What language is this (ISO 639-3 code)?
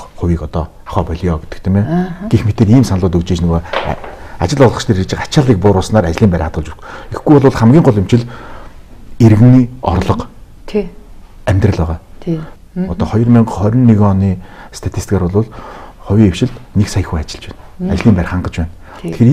mon